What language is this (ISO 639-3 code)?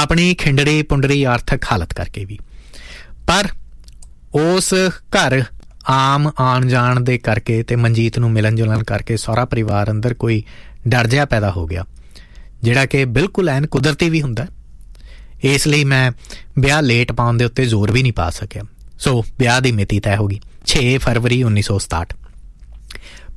pan